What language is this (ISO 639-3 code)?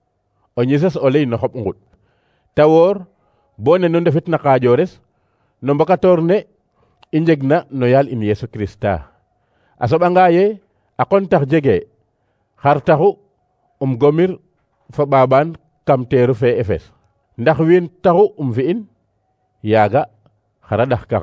srr